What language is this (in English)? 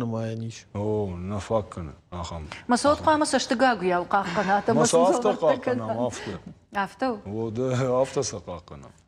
Ossetic